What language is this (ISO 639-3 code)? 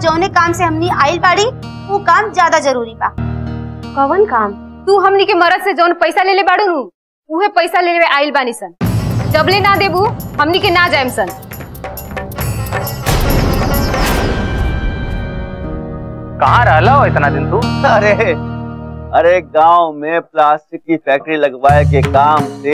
bho